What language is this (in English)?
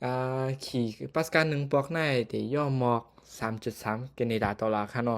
Shan